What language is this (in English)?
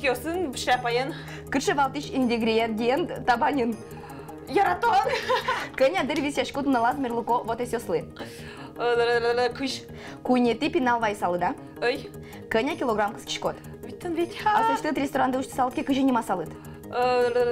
Udmurt